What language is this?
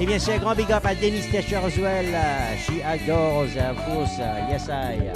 Morisyen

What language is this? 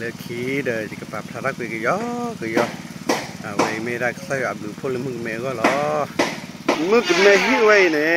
S'gaw Karen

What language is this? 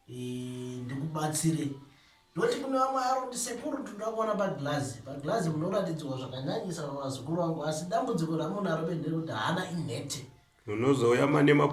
Shona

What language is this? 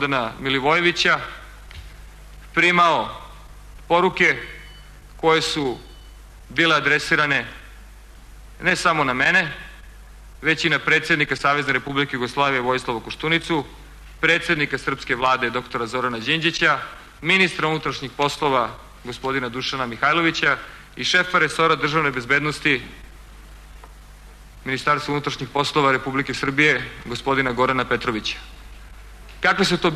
Serbian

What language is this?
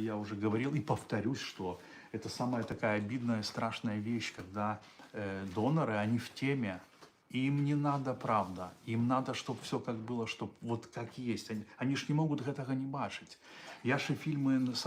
Belarusian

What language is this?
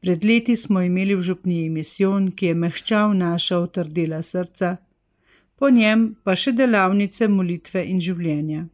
Slovenian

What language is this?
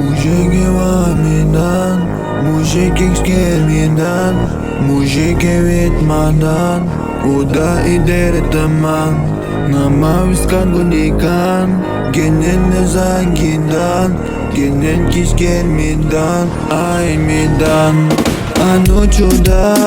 Atikamekw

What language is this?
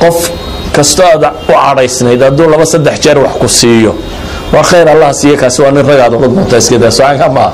Somali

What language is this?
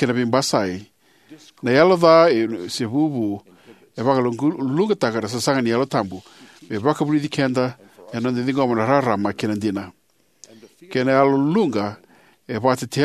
Fijian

